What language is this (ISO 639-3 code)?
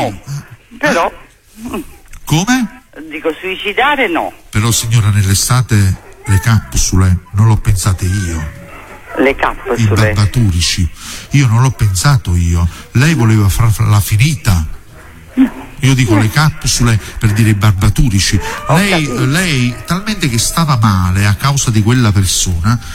ita